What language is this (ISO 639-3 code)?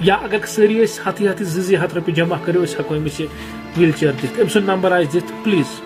kas